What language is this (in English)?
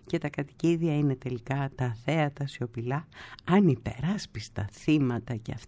Greek